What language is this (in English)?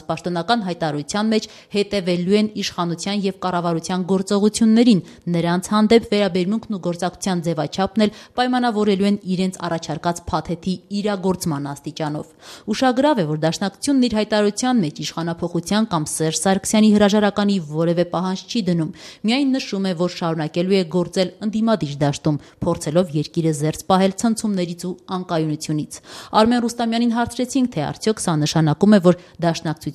Armenian